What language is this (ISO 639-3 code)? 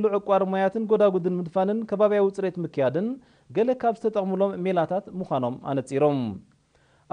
tir